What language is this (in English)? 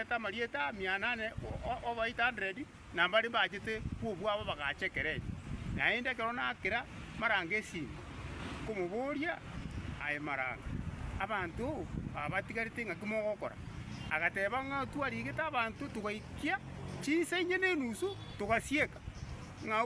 Gusii